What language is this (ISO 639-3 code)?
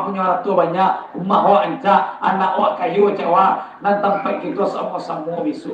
min